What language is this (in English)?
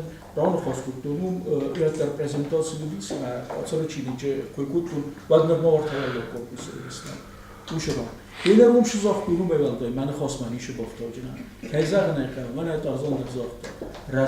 Ossetic